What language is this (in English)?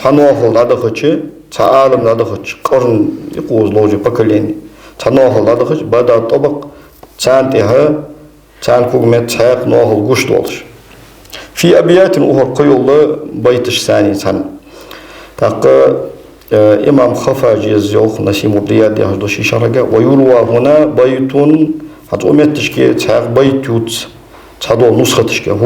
Ingush